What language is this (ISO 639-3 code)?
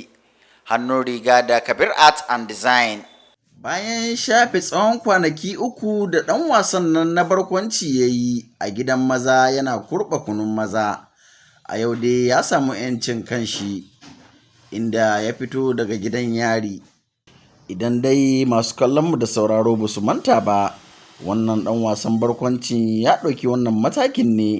hau